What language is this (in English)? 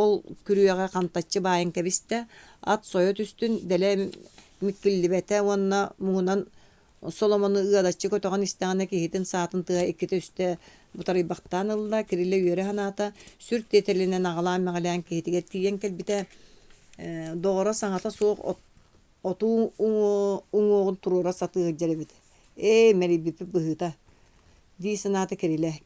Yakut